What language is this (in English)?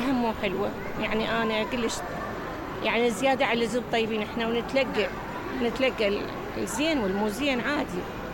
Mesopotamian Arabic